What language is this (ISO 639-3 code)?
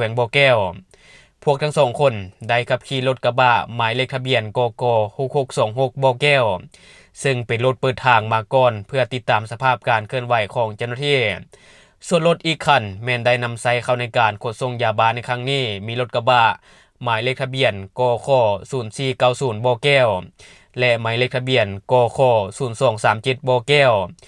lao